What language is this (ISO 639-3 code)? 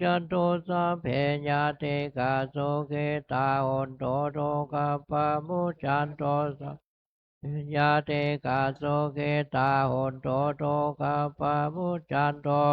pli